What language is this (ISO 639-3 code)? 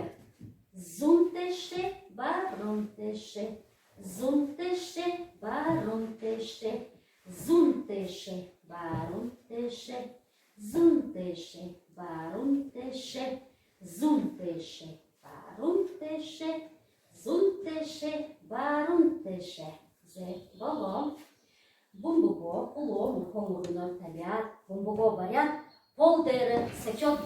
bua